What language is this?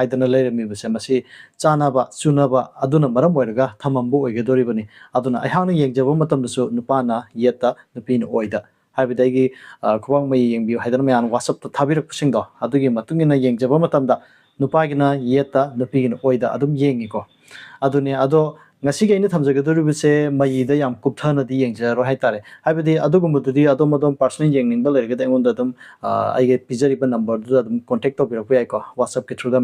Manipuri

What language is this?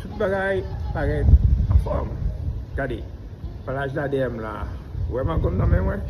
Haitian Creole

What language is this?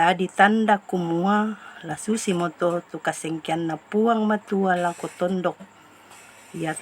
Toraja-Sa'dan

